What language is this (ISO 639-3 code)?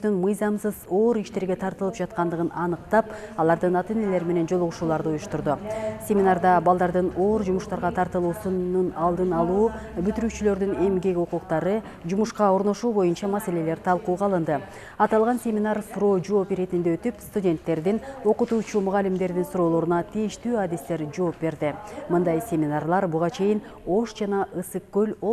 kir